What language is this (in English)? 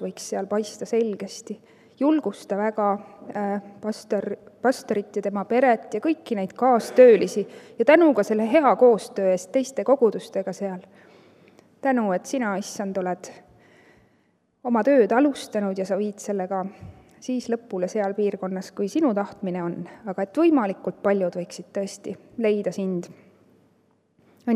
Estonian